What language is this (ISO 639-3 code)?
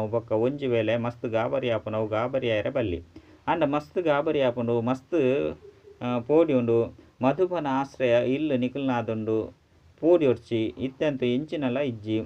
tcy